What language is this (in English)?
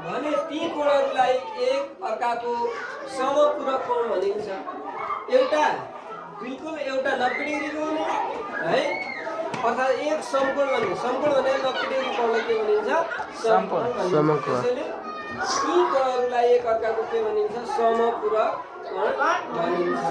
Nepali